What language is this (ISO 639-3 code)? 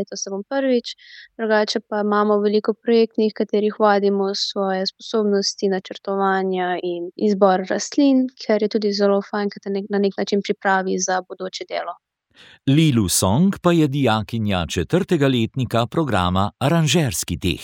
slv